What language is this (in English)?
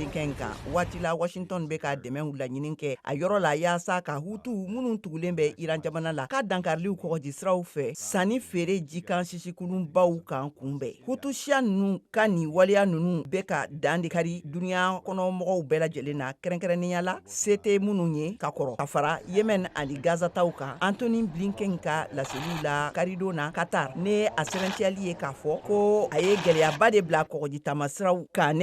Bambara